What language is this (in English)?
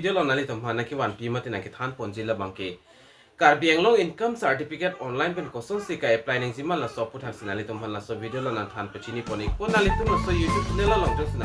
Karbi